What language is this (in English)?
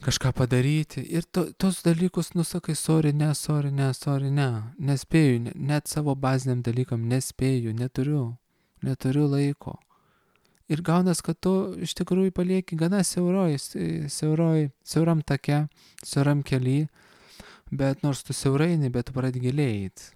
Lithuanian